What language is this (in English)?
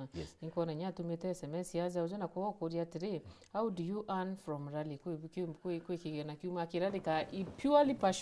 Meru